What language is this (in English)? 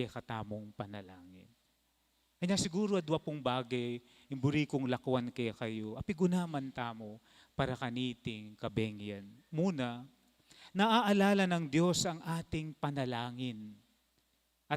Pampanga